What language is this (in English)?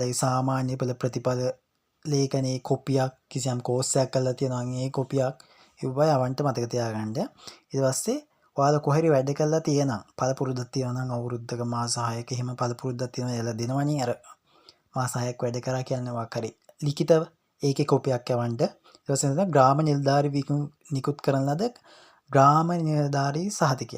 Sinhala